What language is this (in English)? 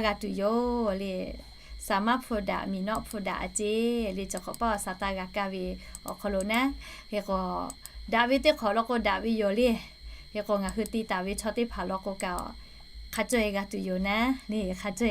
Lahu